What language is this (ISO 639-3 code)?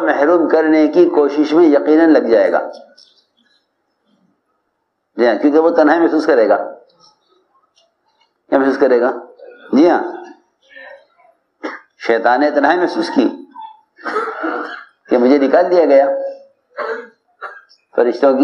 urd